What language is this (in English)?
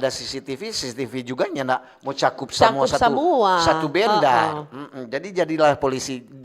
Manado Malay